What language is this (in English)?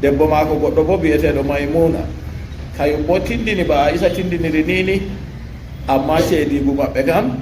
Fula